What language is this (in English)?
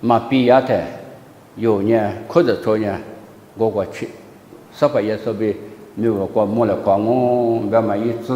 Lisu